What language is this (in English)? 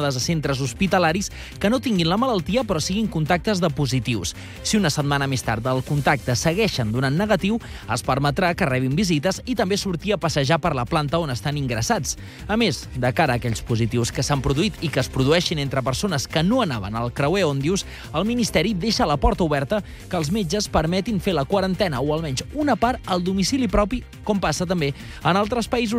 Catalan